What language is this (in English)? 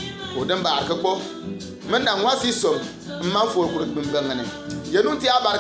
Bimoba